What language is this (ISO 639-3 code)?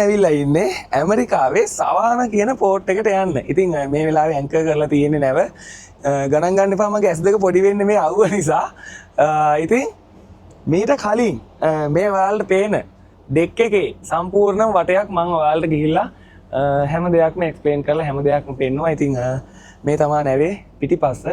sin